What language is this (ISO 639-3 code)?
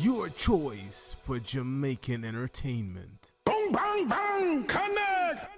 jam